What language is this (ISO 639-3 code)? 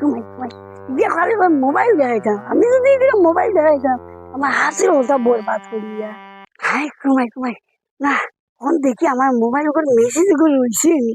syl